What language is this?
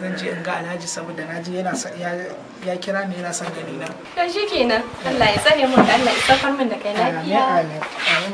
Hausa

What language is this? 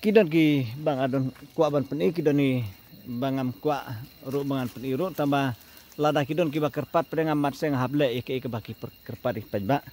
Khasi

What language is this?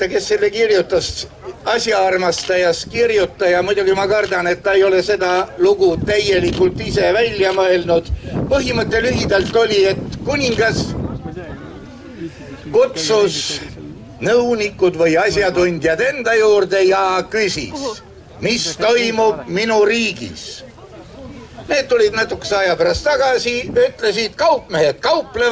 Estonian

